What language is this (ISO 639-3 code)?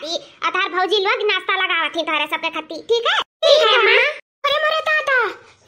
awa